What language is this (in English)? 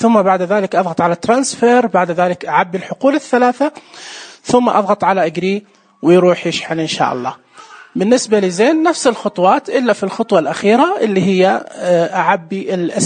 Najdi Arabic